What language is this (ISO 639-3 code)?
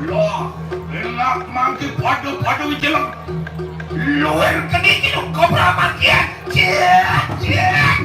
ban